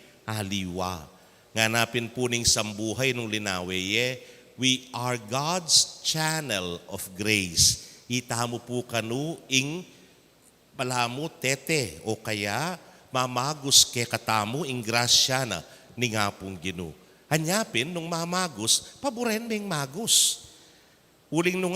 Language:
Pampanga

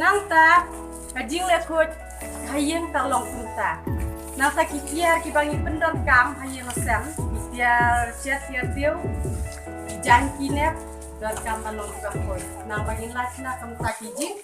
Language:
Khasi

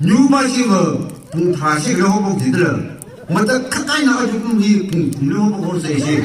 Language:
Tangkhul Naga (India)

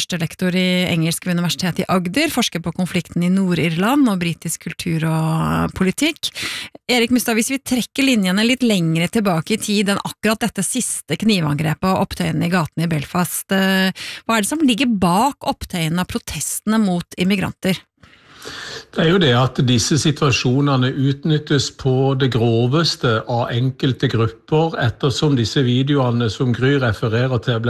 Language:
Norwegian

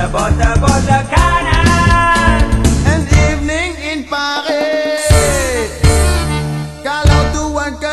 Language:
Malay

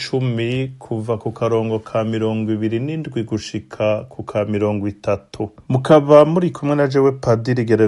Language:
Rundi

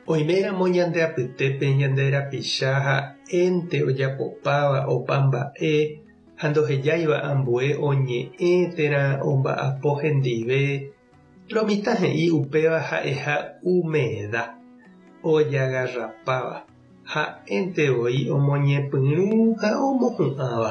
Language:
Guarani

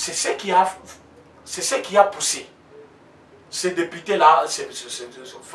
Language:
French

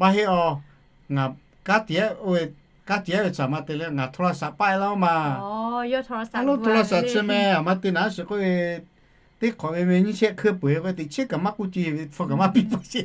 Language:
Lahu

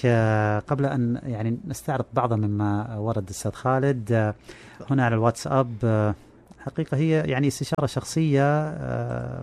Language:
Najdi Arabic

